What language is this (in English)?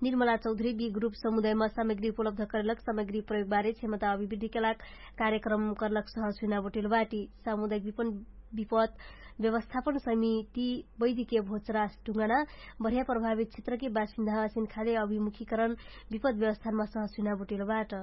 Dangaura Tharu